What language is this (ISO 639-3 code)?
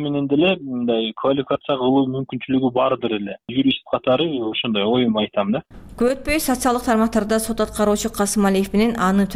kir